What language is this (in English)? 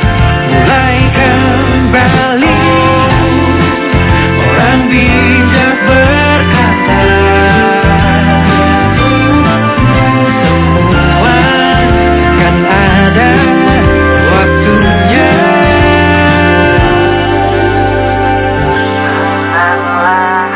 Indonesian